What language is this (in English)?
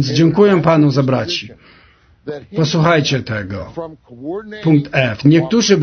Polish